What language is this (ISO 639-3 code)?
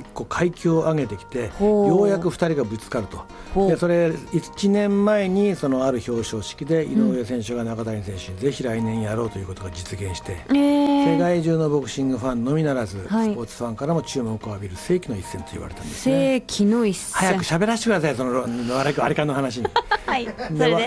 jpn